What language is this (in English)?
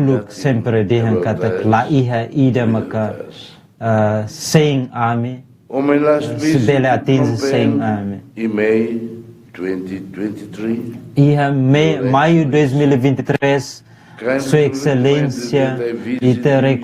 Tetum